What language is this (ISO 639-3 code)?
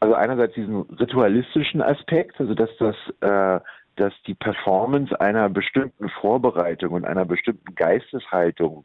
ltz